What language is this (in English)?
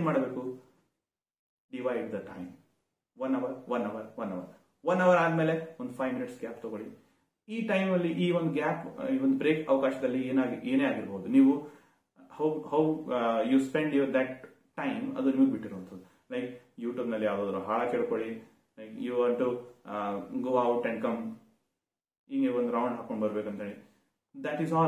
Kannada